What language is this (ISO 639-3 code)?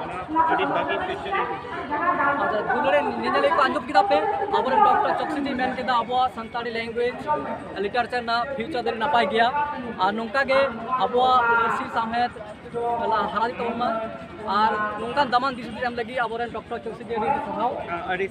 sat